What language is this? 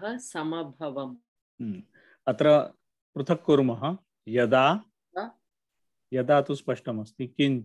Sanskrit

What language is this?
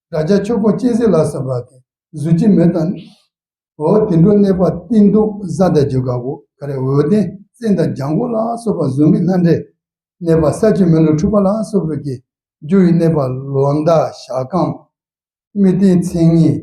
Tibetan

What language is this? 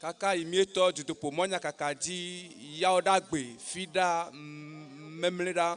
Ewe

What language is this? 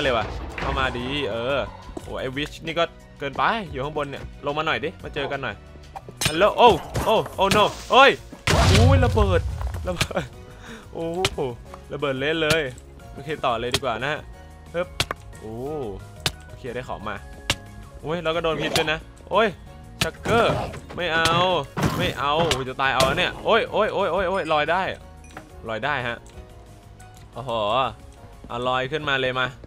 Thai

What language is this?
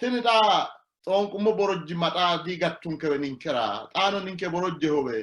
Sidamo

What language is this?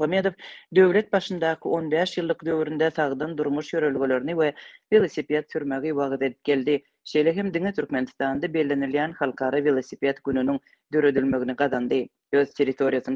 Turkmen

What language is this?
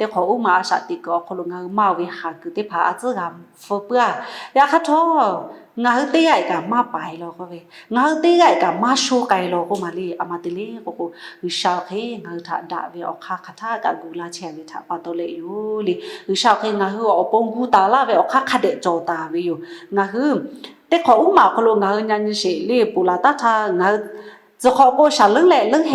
Lahu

